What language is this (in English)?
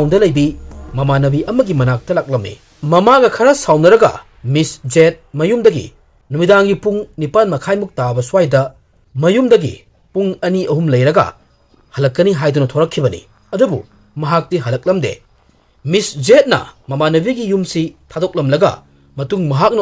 Manipuri